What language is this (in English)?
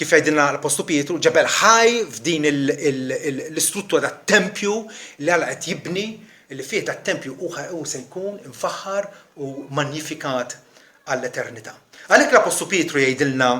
Maltese